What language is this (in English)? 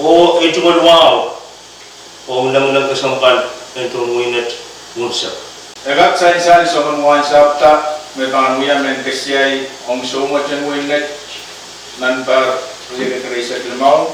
Pohnpeian